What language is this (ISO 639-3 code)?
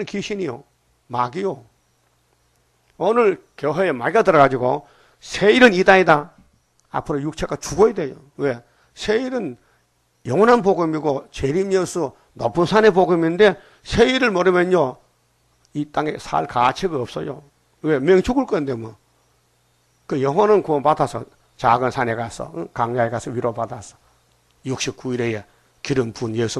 kor